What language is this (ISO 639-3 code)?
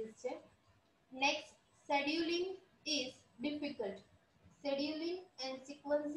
guj